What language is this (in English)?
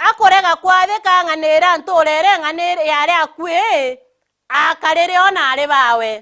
Meru